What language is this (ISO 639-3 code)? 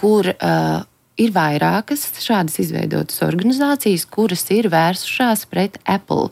lav